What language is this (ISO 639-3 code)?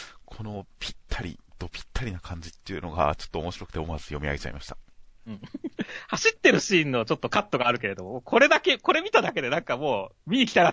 jpn